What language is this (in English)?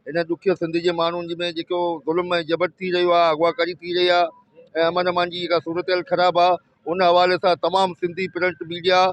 Sindhi